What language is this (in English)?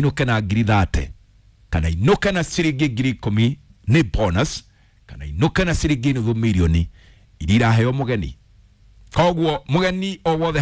Kikuyu